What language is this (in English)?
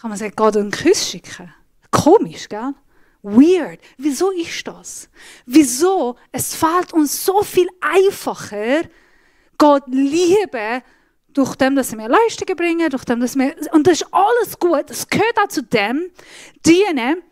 Swiss German